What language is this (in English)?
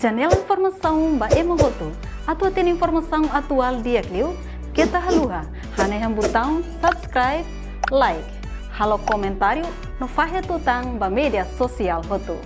Tetum